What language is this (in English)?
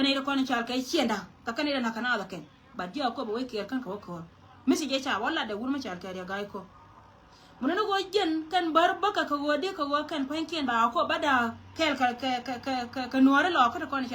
Nuer